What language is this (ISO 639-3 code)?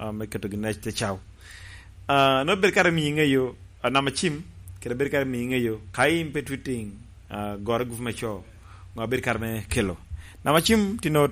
laj